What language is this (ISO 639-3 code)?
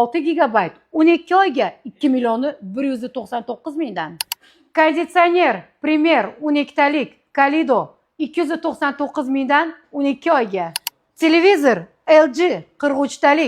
uzb